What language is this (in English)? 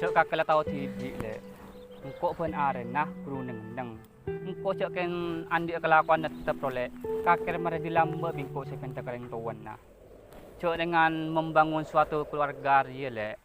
Madurese